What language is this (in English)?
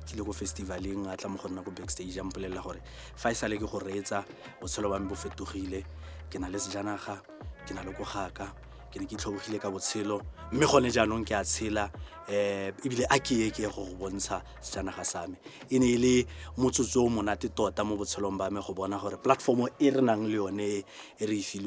Tswana